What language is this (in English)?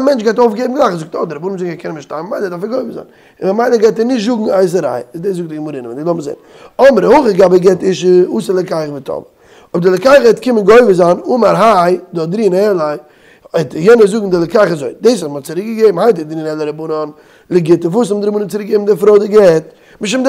Yiddish